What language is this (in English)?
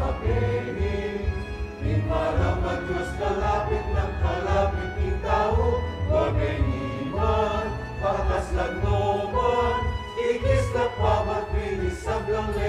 Pampanga